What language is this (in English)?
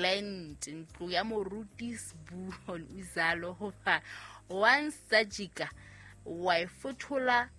Southern Sotho